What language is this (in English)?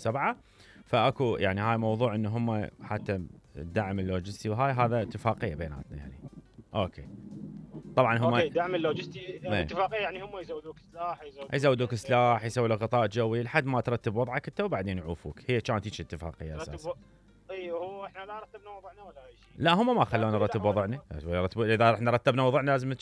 Mesopotamian Arabic